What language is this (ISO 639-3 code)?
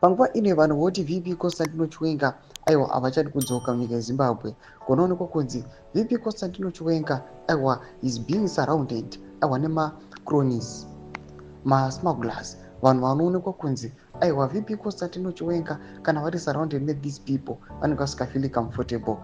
sna